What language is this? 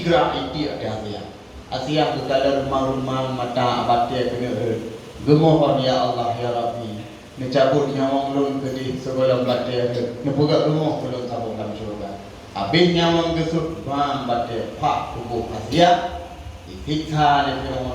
Achinese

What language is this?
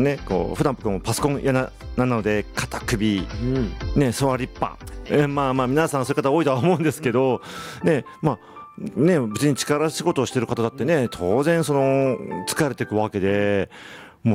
Japanese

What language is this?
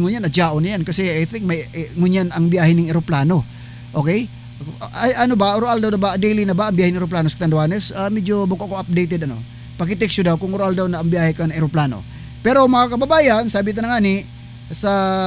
Bikol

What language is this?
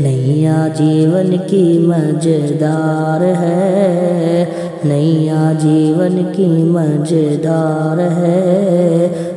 Hindi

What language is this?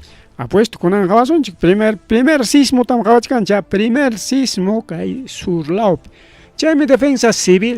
Ayacucho Quechua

